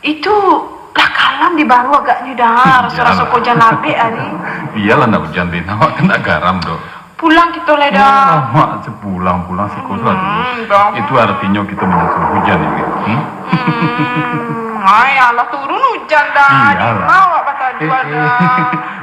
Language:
Minangkabau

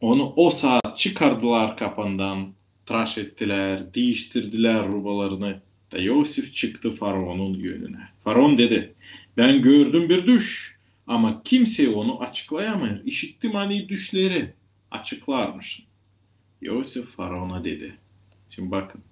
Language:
Gagauz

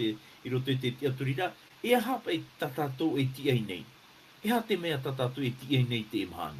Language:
Tahitian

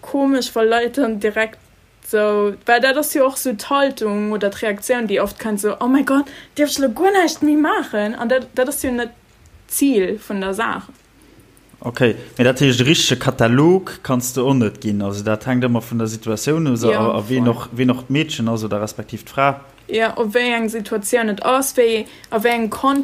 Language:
Luxembourgish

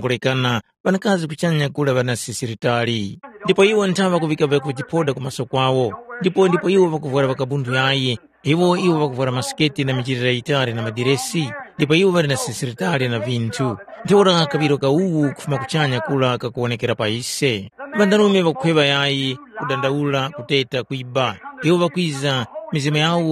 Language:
Tumbuka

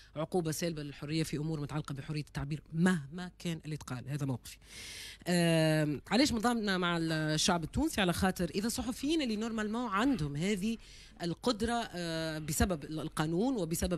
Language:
Tunisian Arabic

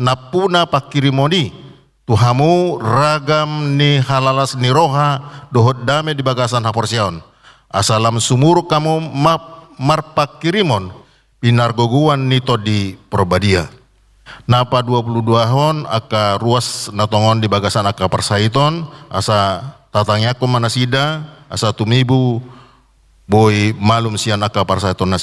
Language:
Batak Toba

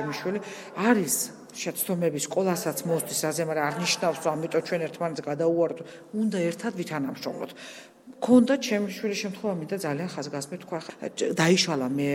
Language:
Georgian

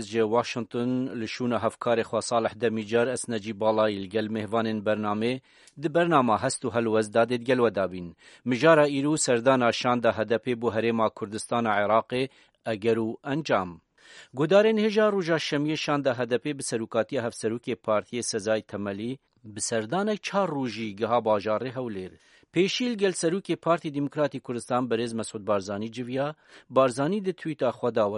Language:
Kurdish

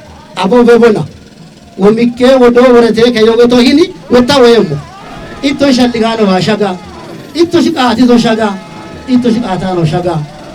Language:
Kafa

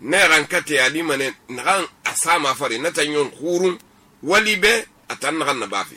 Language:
Susu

